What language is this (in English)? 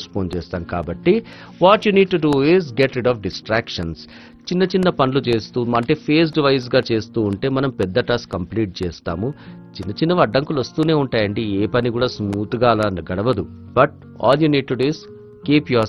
Telugu